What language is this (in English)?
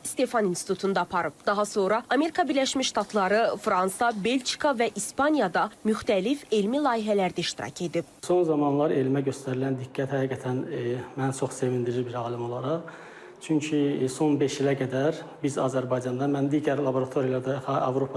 Azerbaijani